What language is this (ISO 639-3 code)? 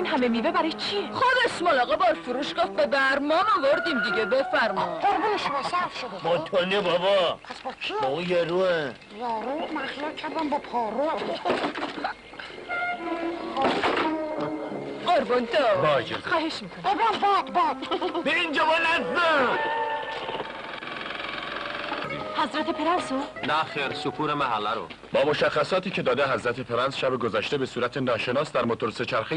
fas